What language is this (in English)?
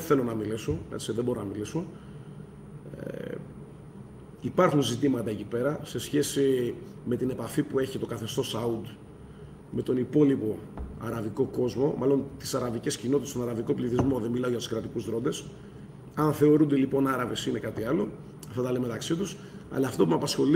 Greek